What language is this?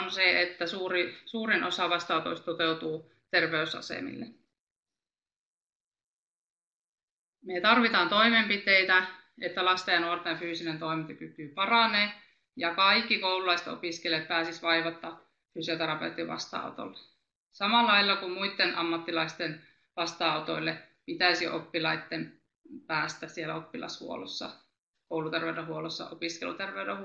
Finnish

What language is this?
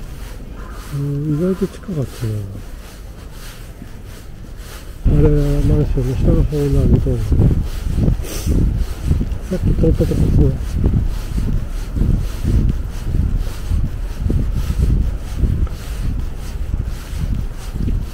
Japanese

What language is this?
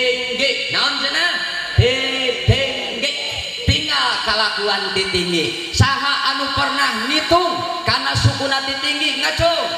Sundanese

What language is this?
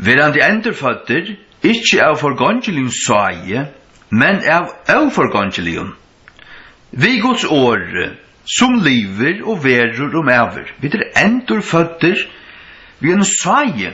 Faroese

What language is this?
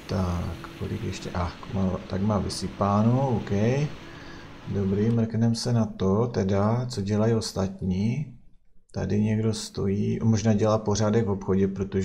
Czech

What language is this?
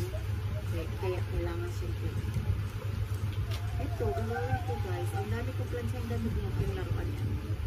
Filipino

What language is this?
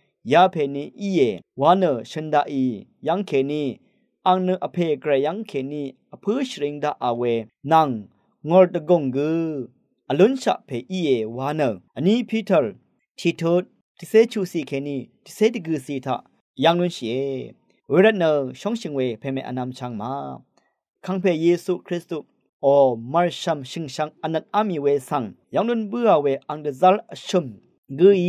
Rawang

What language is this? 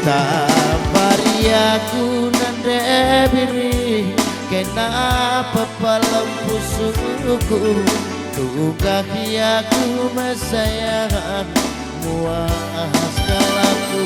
Batak Karo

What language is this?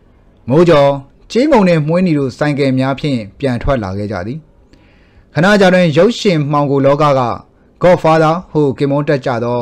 Burmese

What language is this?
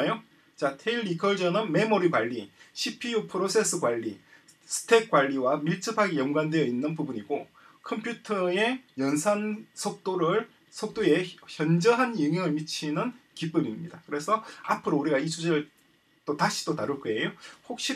Korean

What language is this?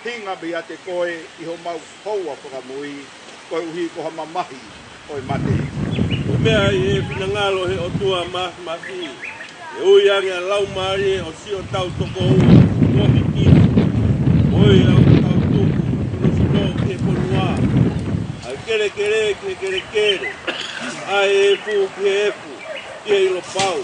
Tongan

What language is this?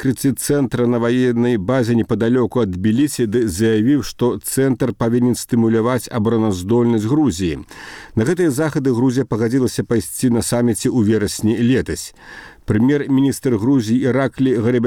Belarusian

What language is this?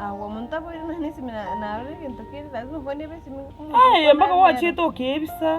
Gusii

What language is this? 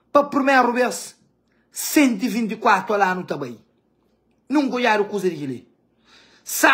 Kabuverdianu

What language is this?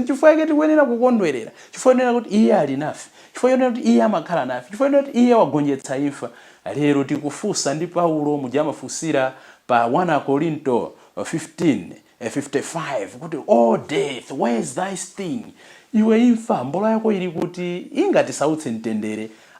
Nyanja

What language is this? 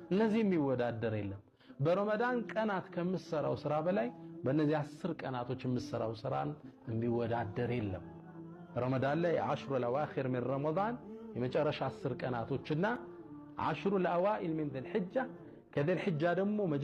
Amharic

